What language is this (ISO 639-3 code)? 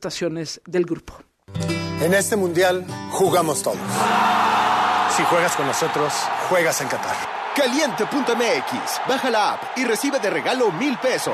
spa